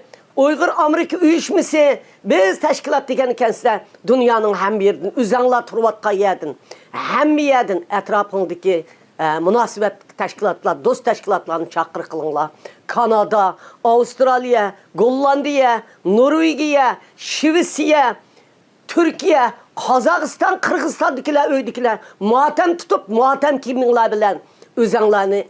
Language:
Uyghur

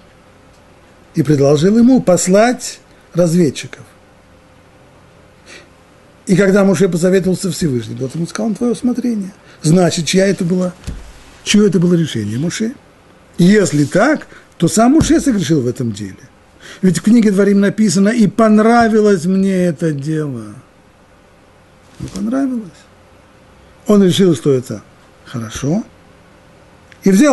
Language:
Russian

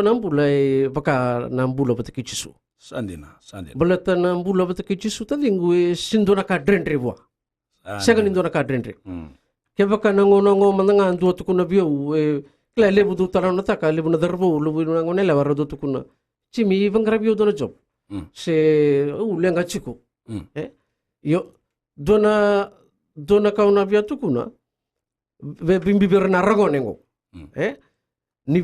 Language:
Fijian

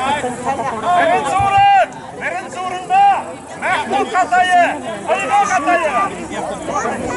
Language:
Bashkir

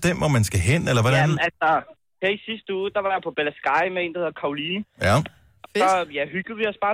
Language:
Danish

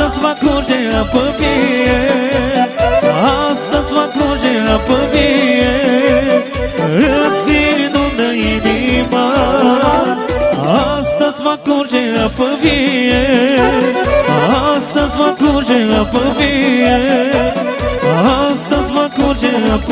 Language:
Romanian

